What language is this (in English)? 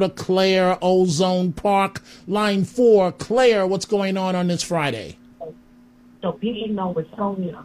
English